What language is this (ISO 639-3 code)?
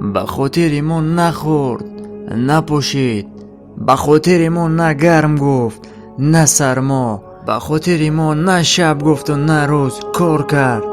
tgk